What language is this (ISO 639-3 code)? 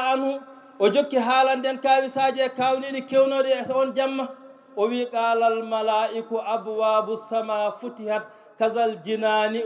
ful